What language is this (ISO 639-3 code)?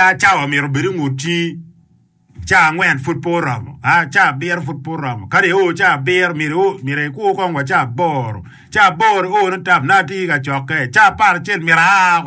ach